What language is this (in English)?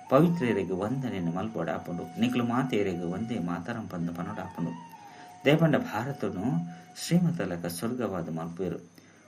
Tulu